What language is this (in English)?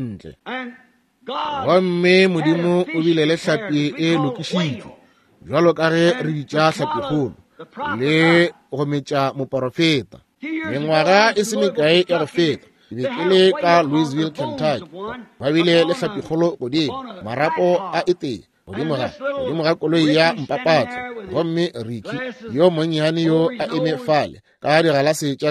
Northern Sotho